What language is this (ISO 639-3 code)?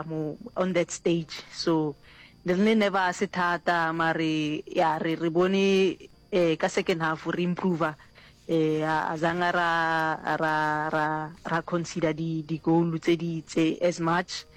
nso